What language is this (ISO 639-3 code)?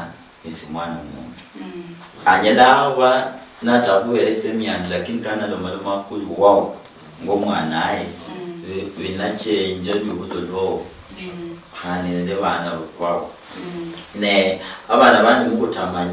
luy